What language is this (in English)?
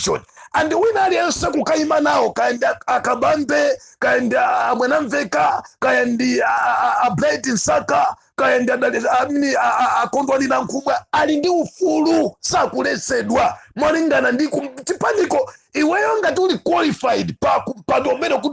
Nyanja